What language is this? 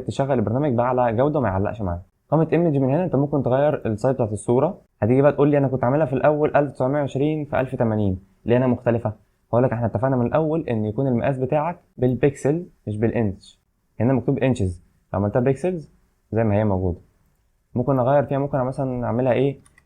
Egyptian Arabic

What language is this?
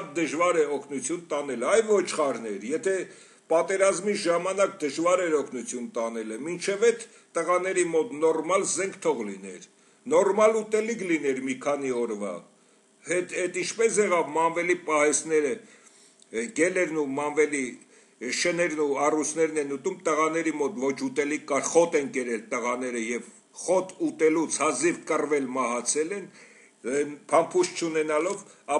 Armenian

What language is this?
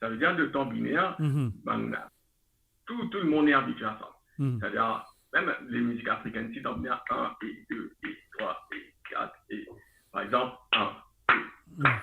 Morisyen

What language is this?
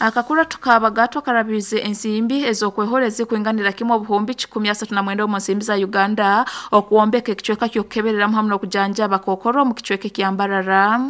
Nyankole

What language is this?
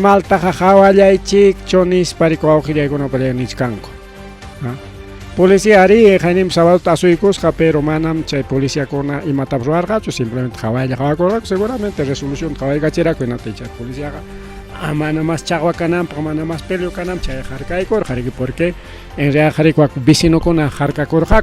Ayacucho Quechua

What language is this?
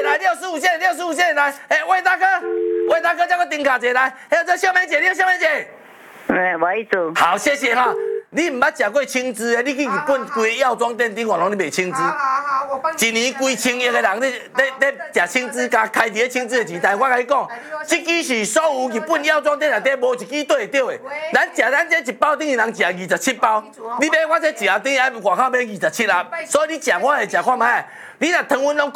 Min Nan Chinese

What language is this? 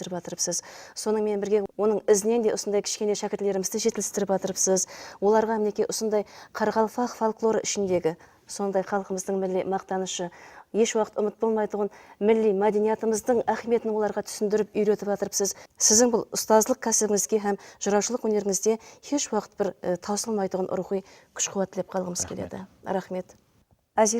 Kara-Kalpak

